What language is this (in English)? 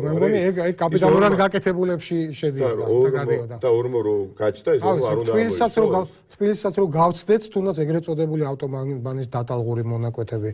Georgian